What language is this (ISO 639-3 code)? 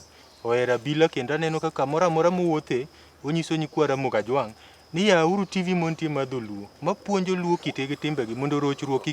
luo